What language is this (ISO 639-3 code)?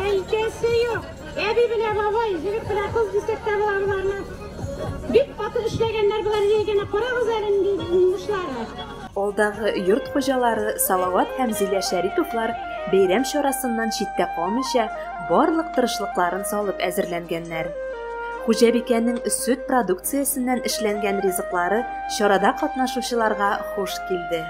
bak